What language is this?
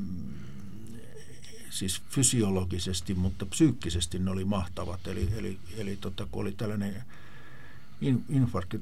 Finnish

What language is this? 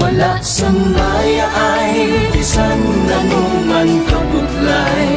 Hiligaynon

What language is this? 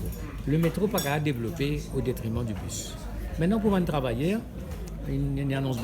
Morisyen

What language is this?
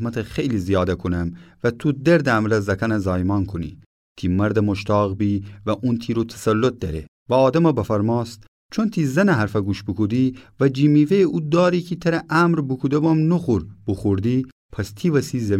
Gilaki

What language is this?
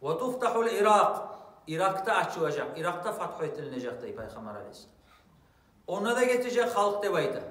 Kumyk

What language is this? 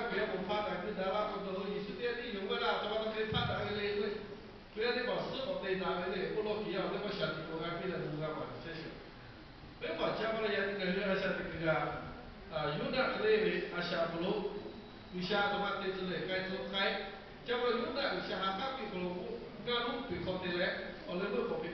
Lahu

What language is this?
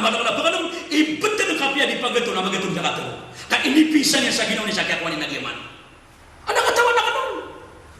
Maranao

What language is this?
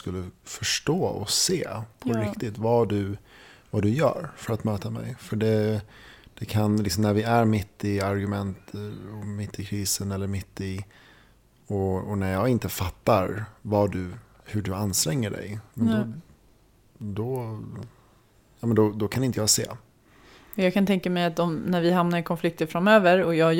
Swedish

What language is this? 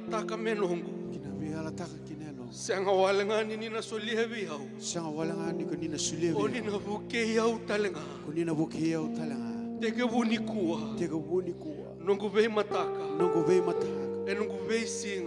Fijian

